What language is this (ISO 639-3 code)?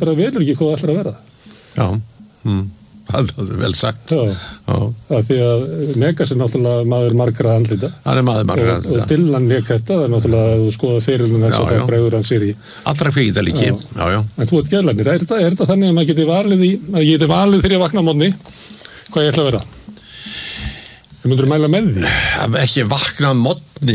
isl